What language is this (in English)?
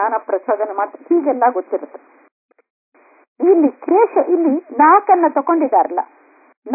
Kannada